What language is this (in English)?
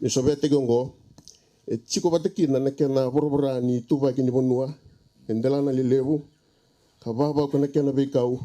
Fijian